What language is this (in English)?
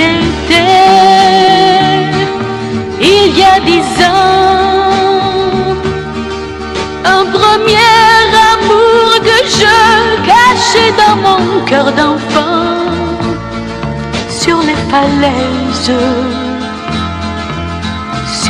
French